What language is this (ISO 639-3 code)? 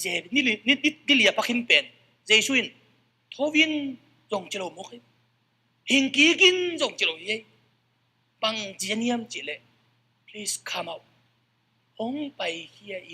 ctd